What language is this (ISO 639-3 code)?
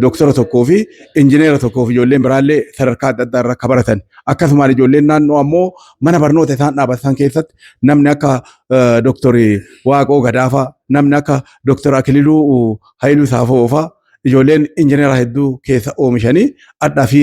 orm